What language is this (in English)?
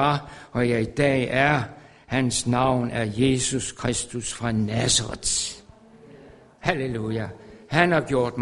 Danish